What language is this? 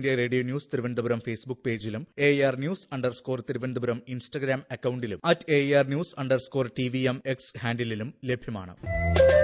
Malayalam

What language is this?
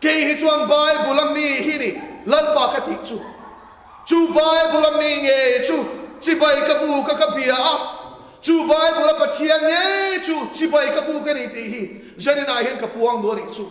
Mizo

